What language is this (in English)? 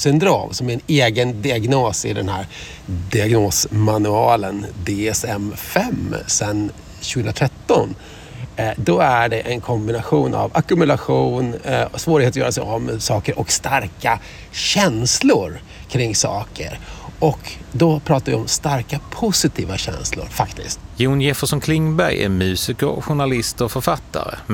Swedish